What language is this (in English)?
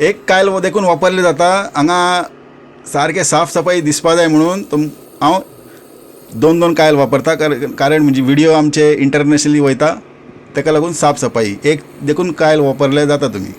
Konkani